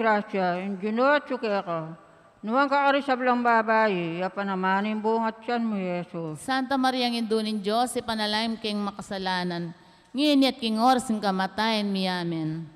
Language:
Pampanga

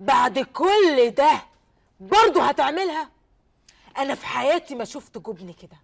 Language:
Egyptian Arabic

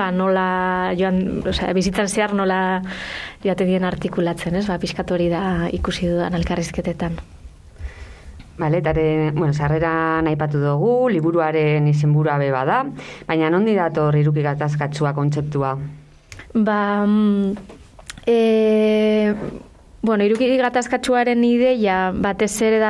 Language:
Basque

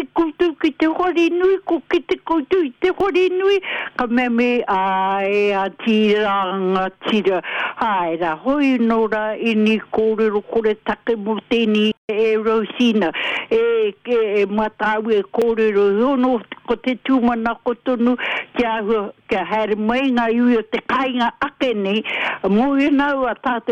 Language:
Māori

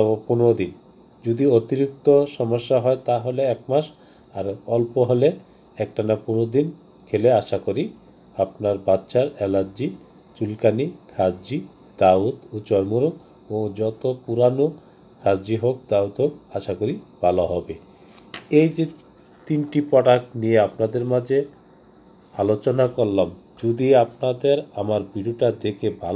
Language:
Bangla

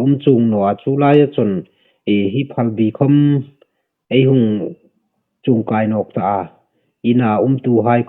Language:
Hmar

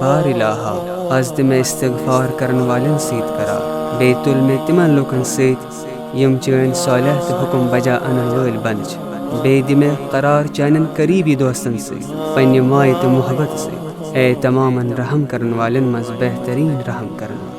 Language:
Kashmiri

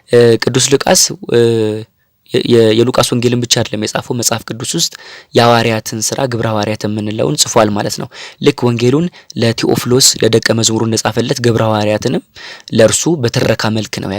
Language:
Amharic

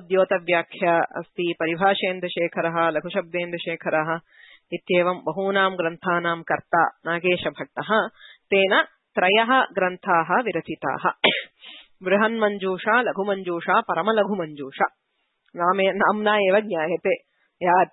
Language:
Sanskrit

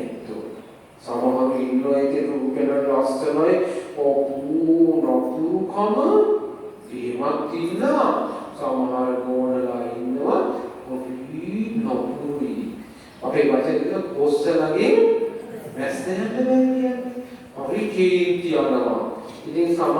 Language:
Sinhala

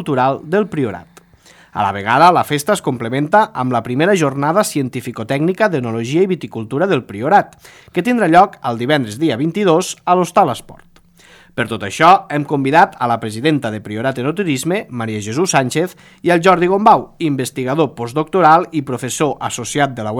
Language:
Catalan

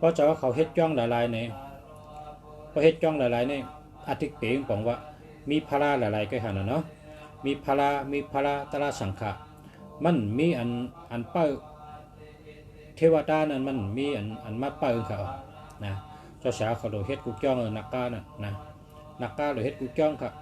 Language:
Shan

